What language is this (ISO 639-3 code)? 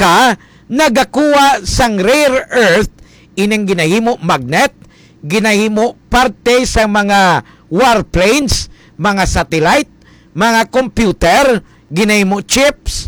hil